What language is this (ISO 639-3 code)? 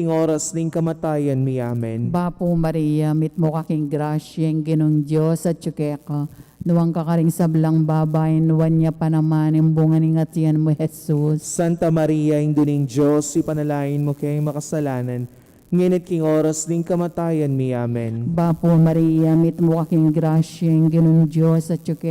pam